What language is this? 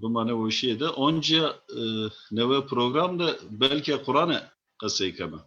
Zaza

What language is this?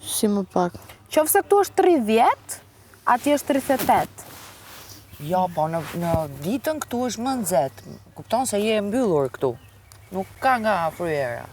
Albanian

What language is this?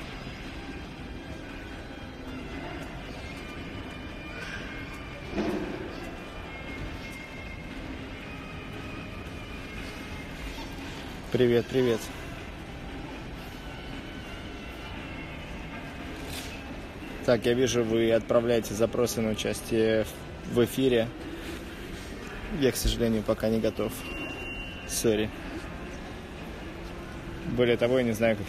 Russian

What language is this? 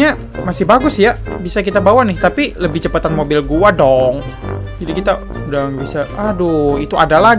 Indonesian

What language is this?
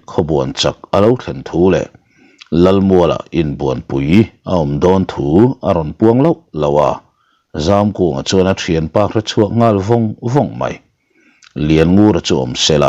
Mizo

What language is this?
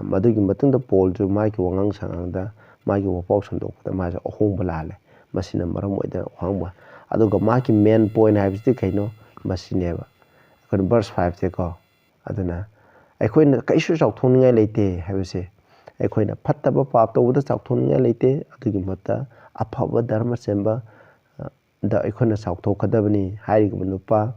Manipuri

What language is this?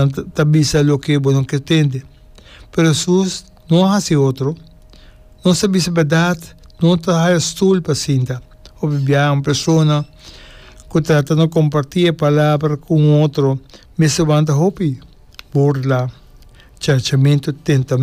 Papiamento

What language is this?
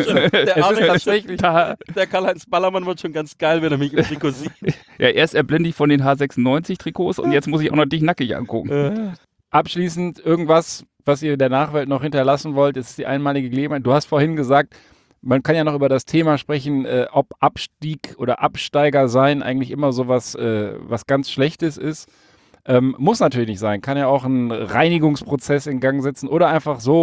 German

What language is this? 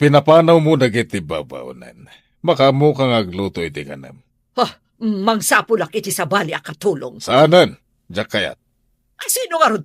Iloko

